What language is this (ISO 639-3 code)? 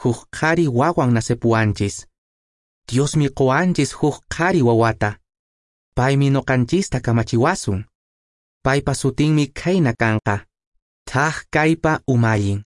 que